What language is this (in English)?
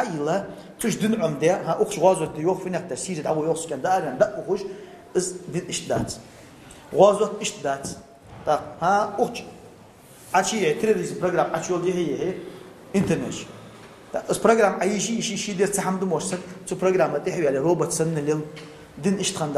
Ingush